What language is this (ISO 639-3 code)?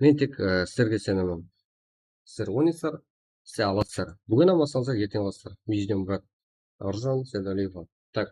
kaa